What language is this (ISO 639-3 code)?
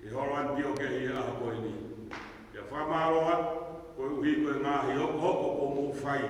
ton